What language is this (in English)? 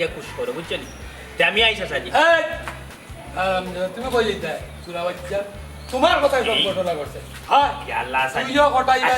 Sylheti